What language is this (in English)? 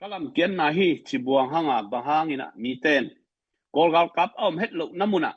Tedim Chin